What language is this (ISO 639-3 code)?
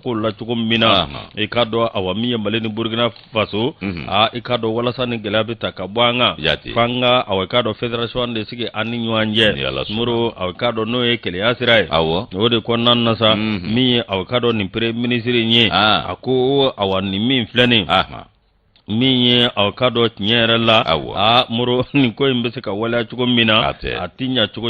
bam